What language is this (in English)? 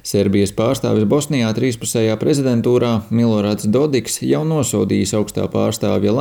Latvian